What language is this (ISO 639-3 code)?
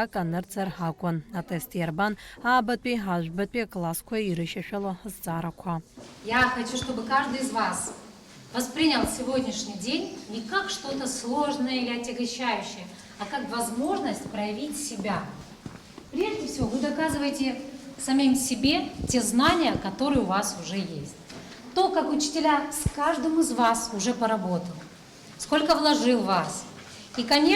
abk